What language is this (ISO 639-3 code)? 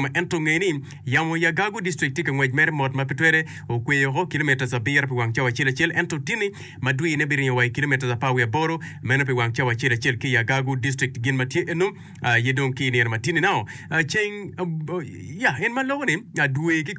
ach